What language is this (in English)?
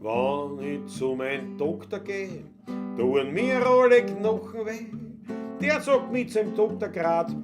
Bavarian